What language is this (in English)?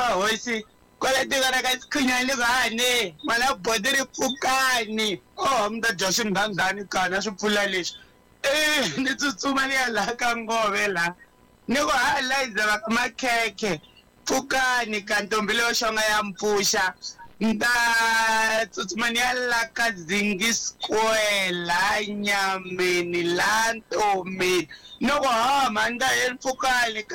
Tsonga